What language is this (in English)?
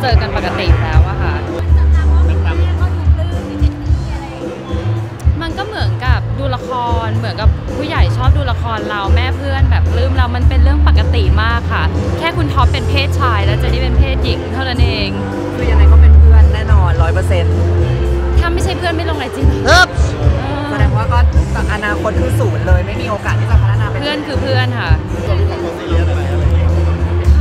Thai